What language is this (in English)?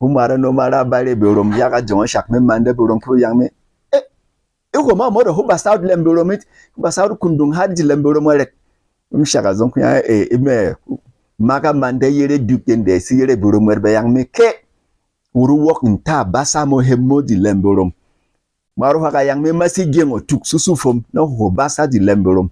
Berom